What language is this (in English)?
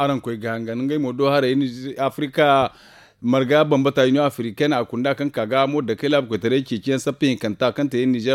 Zarma